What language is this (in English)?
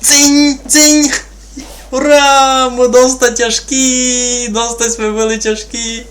Rusyn